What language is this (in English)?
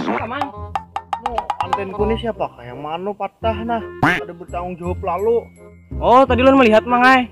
Banjar